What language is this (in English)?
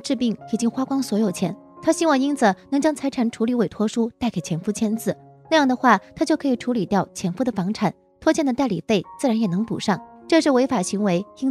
Chinese